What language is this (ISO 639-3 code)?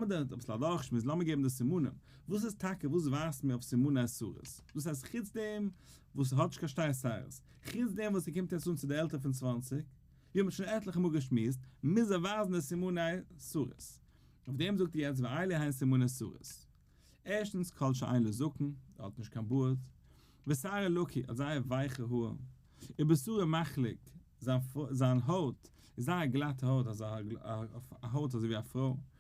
yid